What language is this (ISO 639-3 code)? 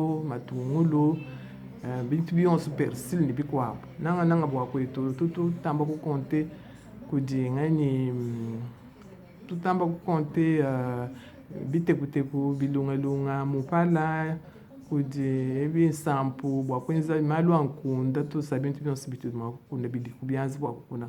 lua